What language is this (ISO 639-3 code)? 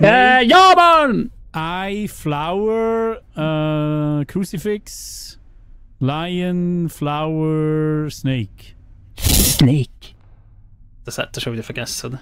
gsw